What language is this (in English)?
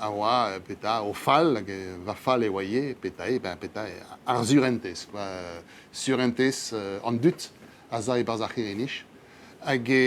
Breton